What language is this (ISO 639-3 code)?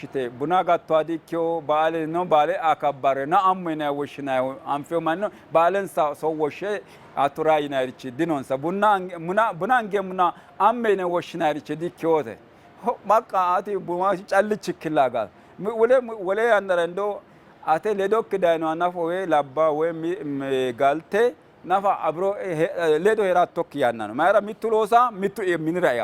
sid